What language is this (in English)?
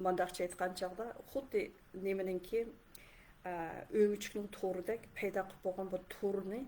Uyghur